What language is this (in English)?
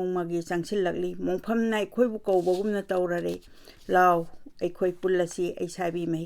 Manipuri